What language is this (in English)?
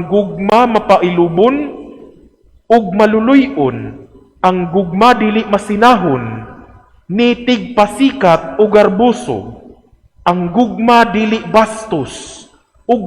Cebuano